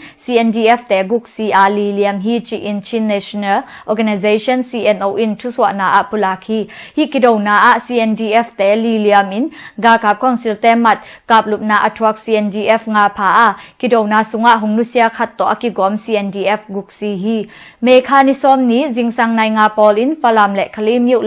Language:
Tedim Chin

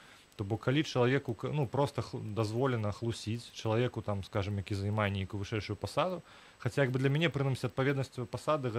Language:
Belarusian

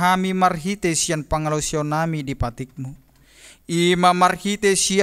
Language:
Batak Toba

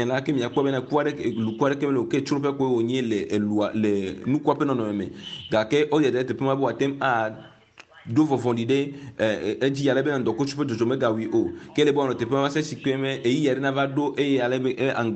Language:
Ewe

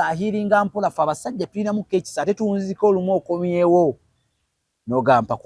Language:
Ganda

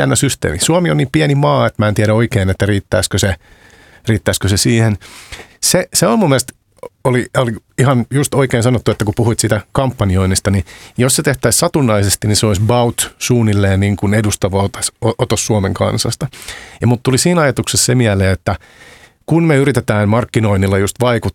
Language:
Finnish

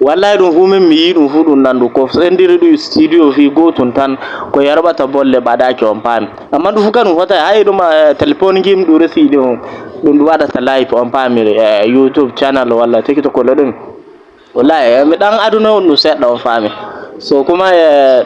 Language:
Fula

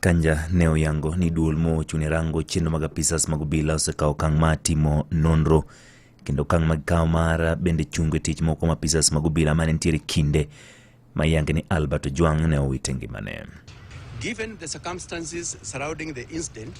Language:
Luo (Kenya and Tanzania)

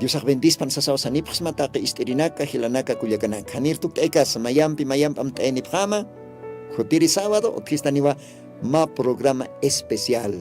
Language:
Aymara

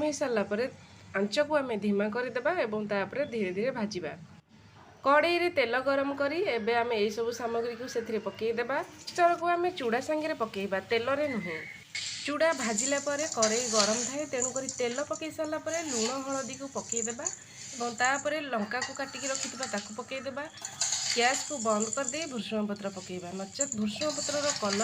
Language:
Odia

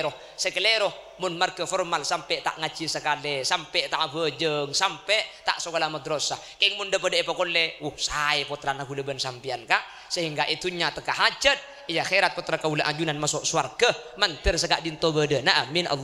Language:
Madurese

